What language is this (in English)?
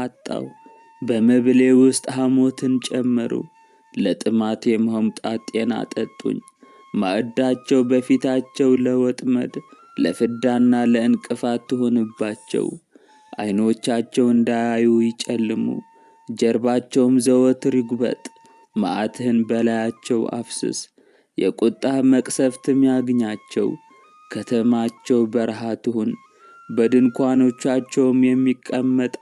Amharic